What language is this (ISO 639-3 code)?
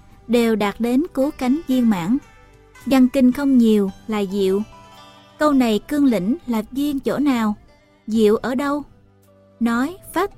vie